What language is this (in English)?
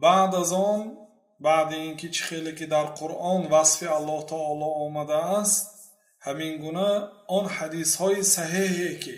Tajik